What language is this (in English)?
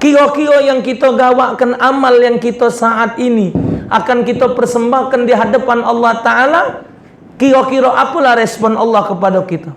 Musi